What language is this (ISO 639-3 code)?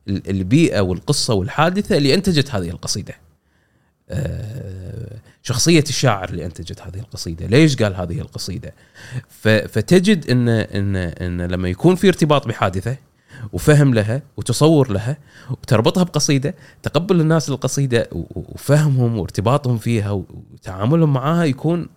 afb